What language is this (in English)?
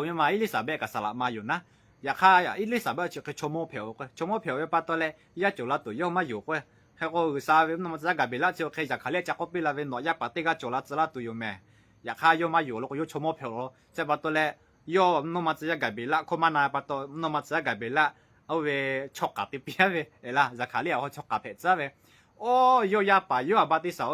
Lahu